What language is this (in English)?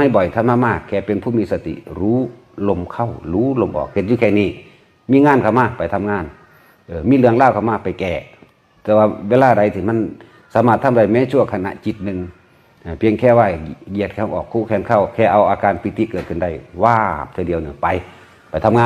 Northeastern Thai